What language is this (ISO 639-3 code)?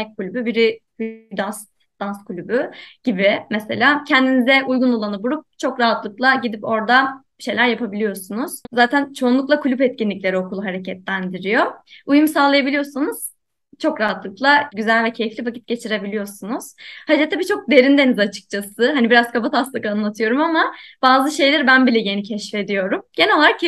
tur